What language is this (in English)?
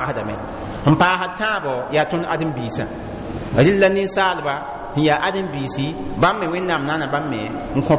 Mossi